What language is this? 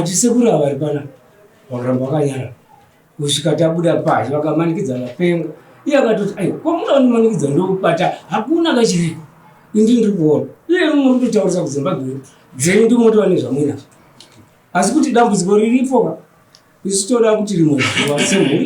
Shona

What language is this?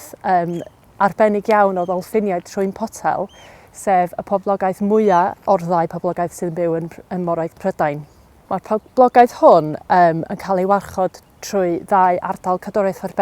Welsh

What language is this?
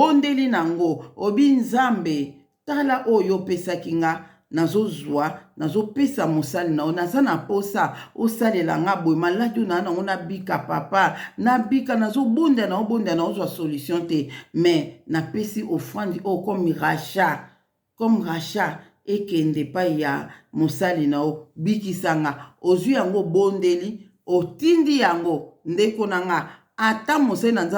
Lingala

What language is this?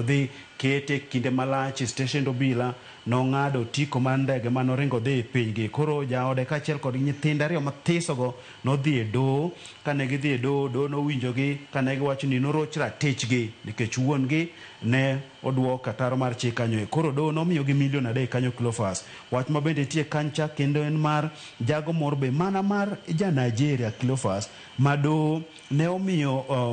Luo (Kenya and Tanzania)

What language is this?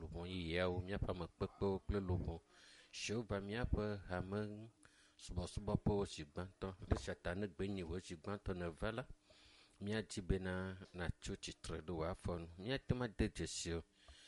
Ewe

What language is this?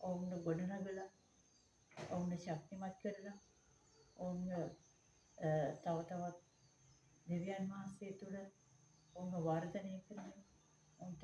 Sinhala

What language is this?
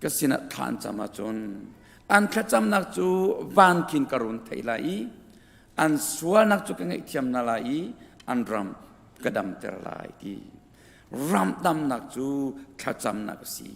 Hakha Chin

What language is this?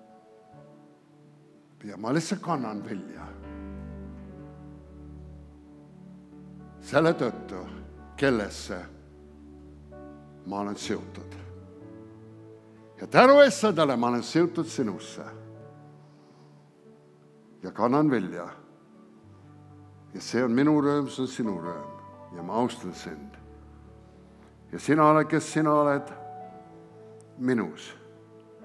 Estonian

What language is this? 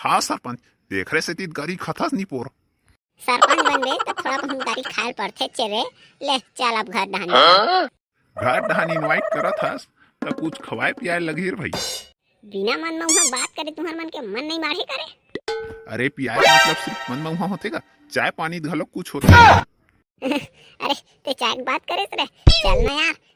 Chhattisgarhi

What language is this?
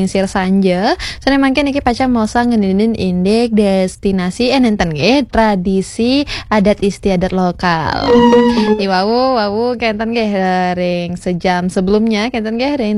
Balinese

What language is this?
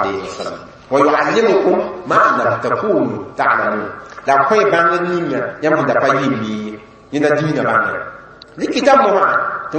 Mossi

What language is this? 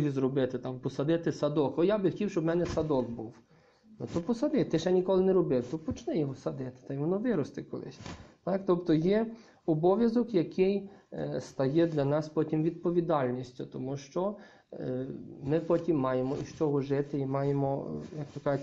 Ukrainian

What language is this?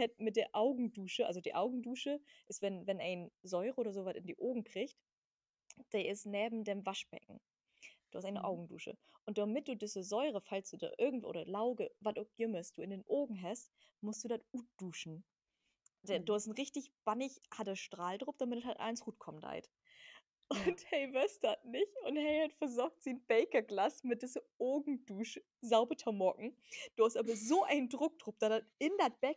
Low German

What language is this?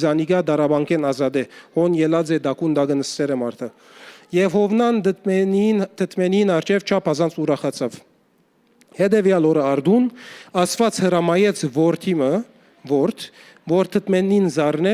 Western Armenian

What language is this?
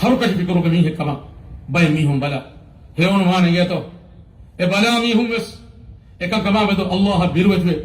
Divehi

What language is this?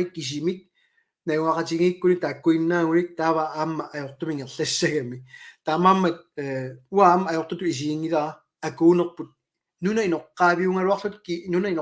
Kalaallisut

